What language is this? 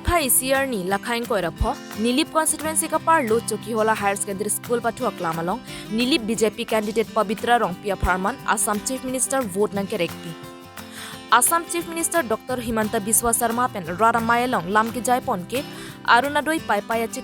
Karbi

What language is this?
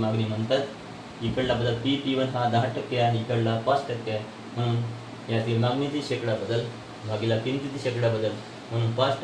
Marathi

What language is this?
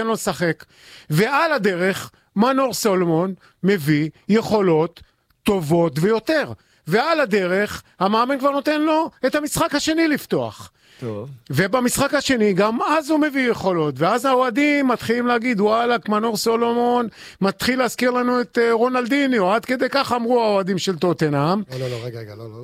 Hebrew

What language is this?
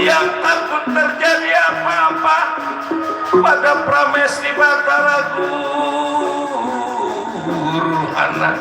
Betawi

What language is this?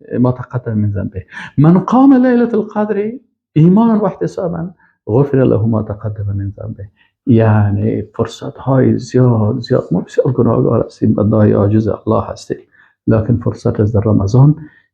Persian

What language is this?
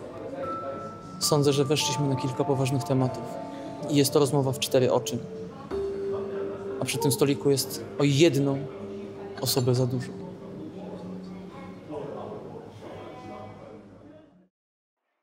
Polish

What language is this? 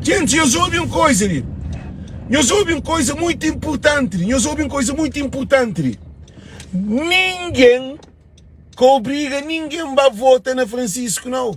Kabuverdianu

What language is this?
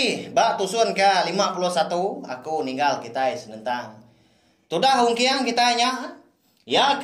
Iban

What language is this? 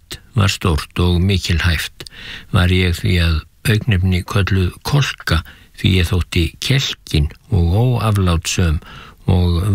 Icelandic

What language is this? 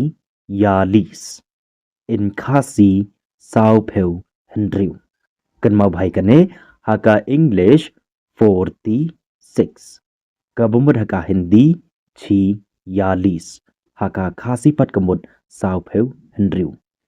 Khasi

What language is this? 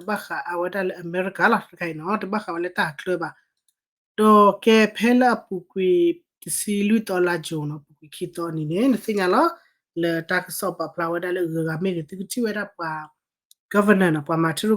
S'gaw Karen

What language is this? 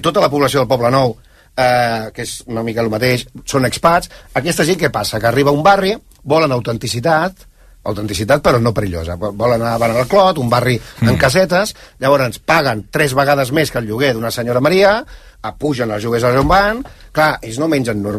Catalan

